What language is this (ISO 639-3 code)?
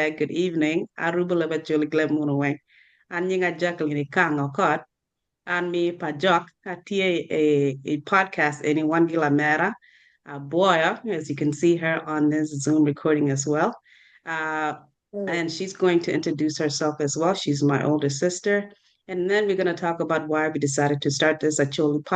ach